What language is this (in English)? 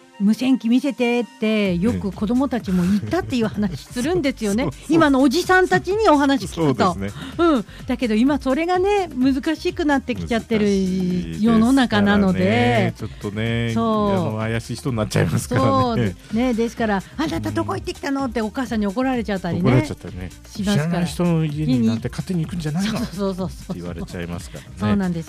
Japanese